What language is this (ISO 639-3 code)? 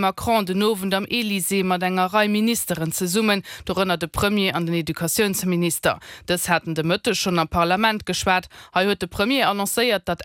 ltz